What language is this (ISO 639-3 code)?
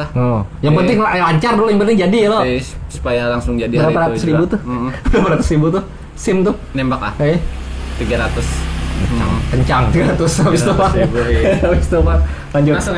bjn